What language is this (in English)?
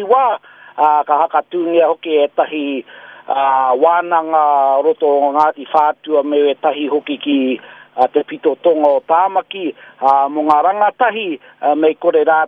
Māori